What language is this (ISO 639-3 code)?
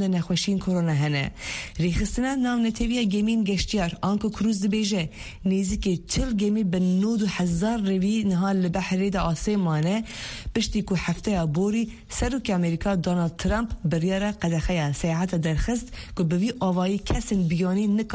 kur